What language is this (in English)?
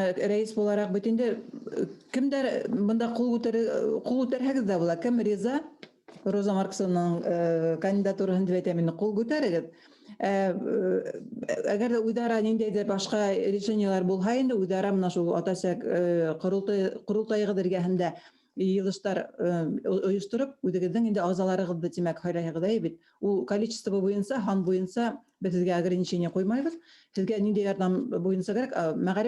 Bashkir